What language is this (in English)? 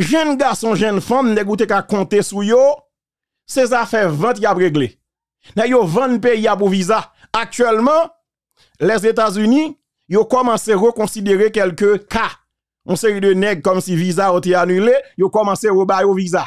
Haitian Creole